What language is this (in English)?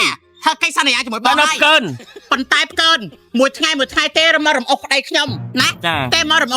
Khmer